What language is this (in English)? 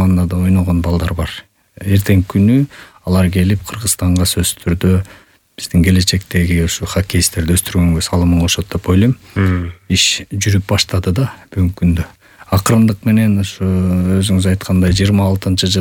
Kyrgyz